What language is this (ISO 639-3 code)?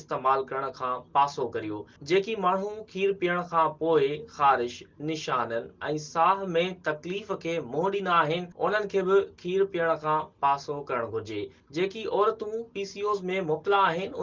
snd